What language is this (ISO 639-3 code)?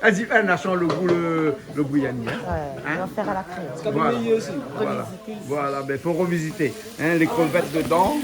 rcf